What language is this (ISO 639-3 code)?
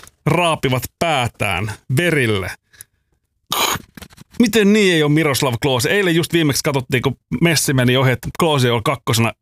fin